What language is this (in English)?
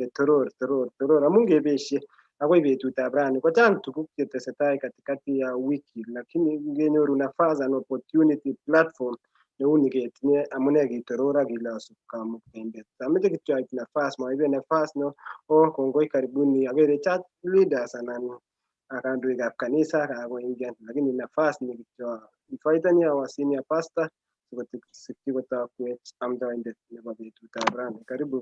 Kalenjin